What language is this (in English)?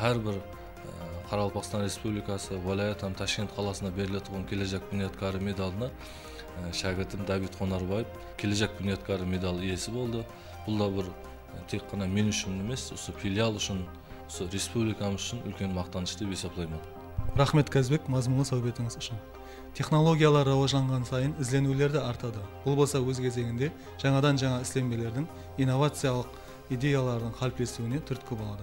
Kara-Kalpak